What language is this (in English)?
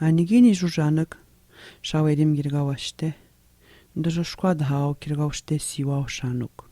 Atikamekw